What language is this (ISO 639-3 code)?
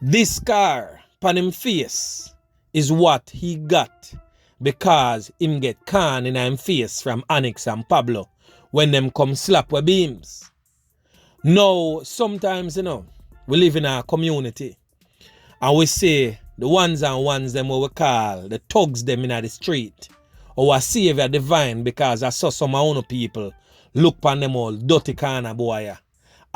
jam